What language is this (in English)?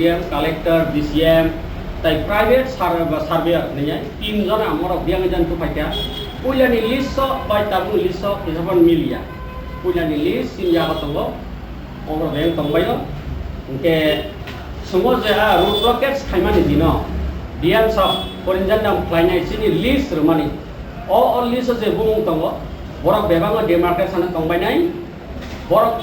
Kok Borok